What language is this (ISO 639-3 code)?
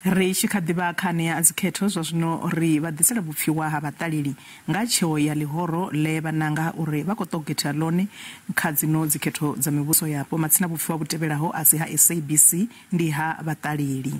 ven